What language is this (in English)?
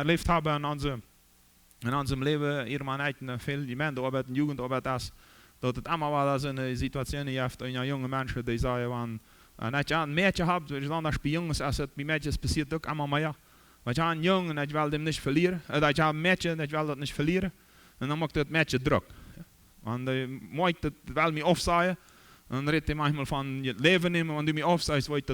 Plautdietsch